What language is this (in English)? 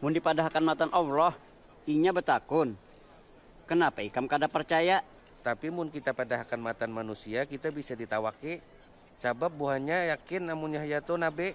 Banjar